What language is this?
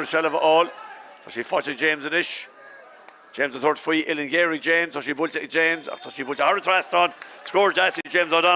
Irish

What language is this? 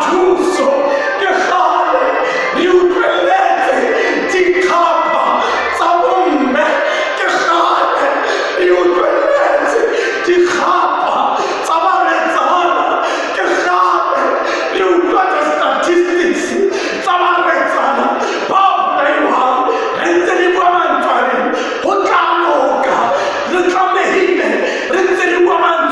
Southern Sotho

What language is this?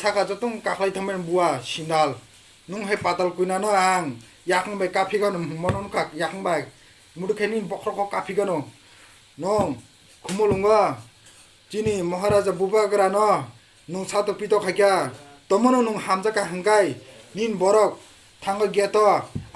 Kok Borok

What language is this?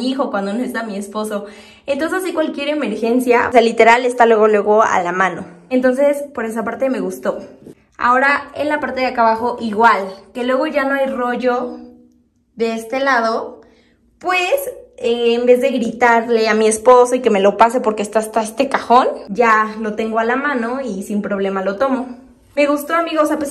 Spanish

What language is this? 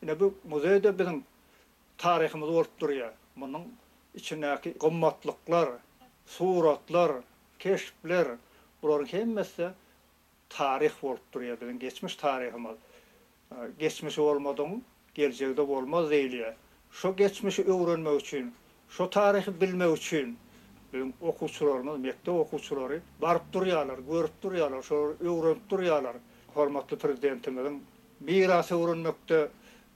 Turkmen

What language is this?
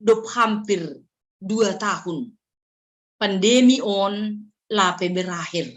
Batak Simalungun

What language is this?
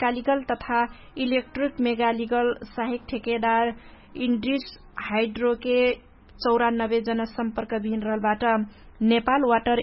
Dangaura Tharu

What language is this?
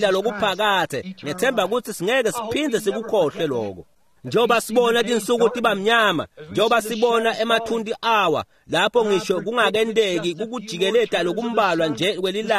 Swati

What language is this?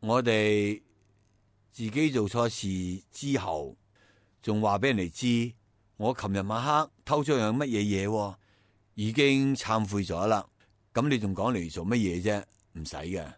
Cantonese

